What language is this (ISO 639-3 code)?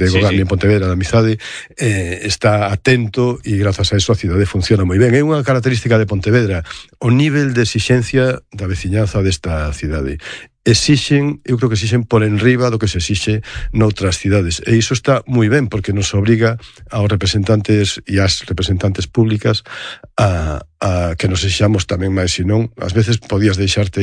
glg